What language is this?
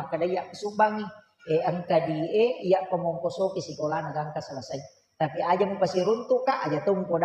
Buginese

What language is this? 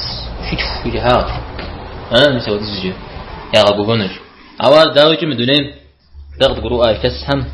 Kabardian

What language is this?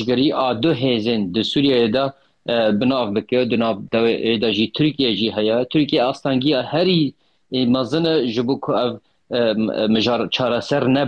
Kurdish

